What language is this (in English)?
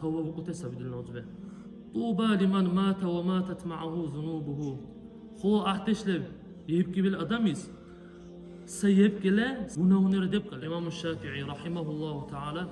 Dargwa